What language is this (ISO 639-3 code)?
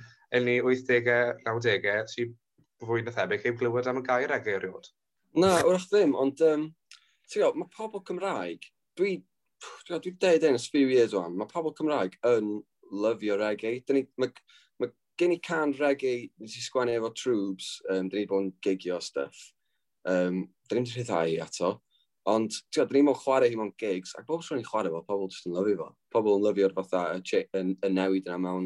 cym